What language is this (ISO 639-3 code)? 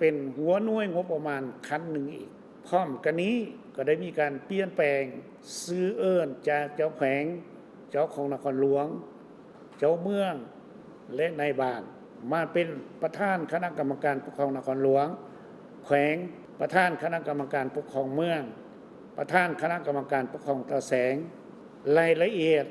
lao